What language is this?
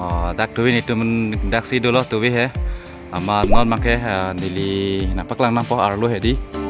Karbi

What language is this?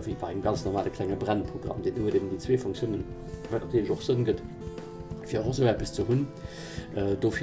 Luxembourgish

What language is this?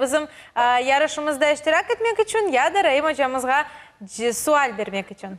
Crimean Tatar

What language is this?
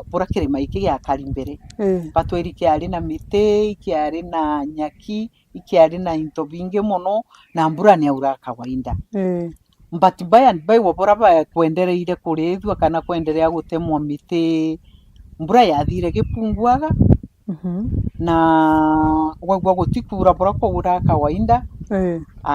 Meru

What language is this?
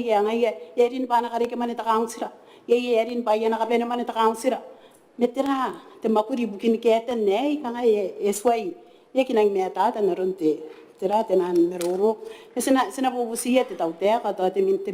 Gilbertese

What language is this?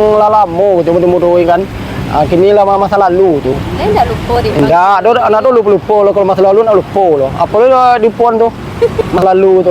Minangkabau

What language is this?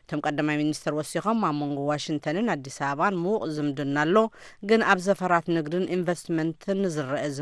Tigrinya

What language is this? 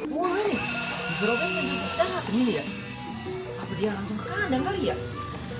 Betawi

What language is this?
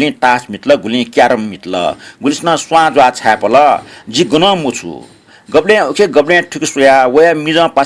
Newari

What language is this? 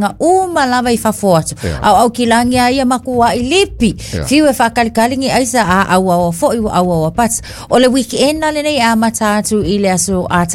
Samoan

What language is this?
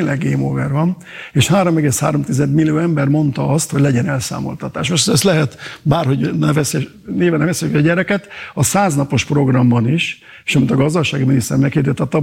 Hungarian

